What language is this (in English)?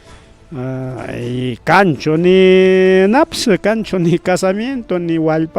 Ayacucho Quechua